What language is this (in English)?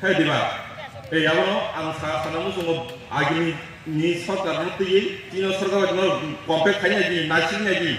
Kok Borok